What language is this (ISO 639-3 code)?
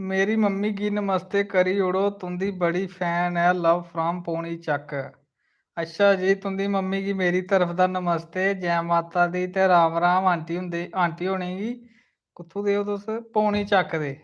doi